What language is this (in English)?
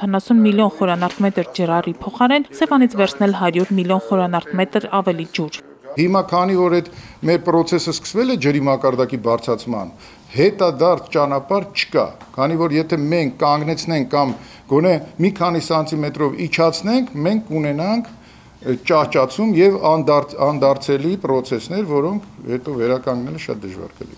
Armenian